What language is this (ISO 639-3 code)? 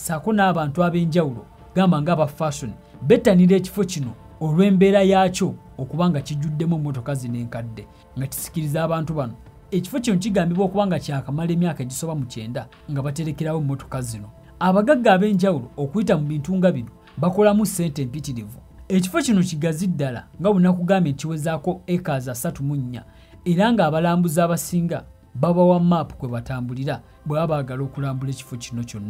lug